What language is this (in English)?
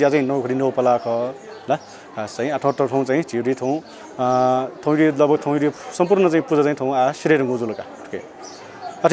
Newari